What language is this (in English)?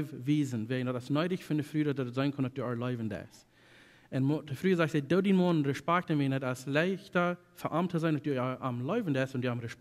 Plautdietsch